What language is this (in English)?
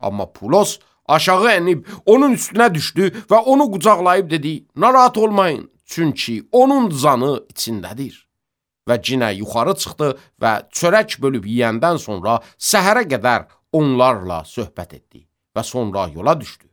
Azerbaijani